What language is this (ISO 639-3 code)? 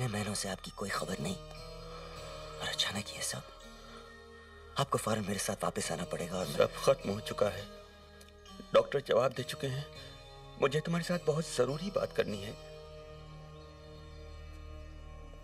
hin